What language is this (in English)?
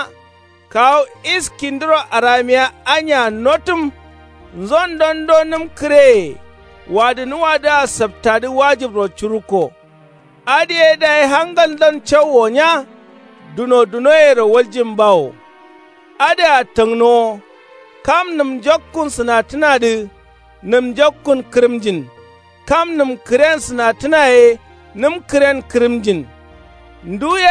Kanuri